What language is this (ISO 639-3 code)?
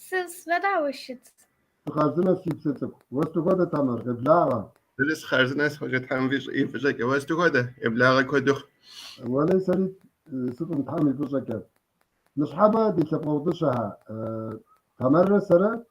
kbd